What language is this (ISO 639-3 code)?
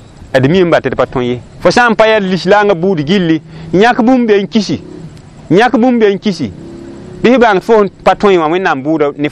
mos